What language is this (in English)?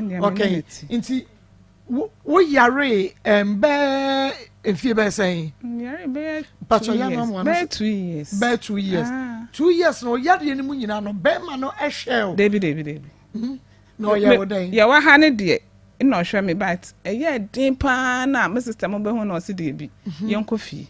Akan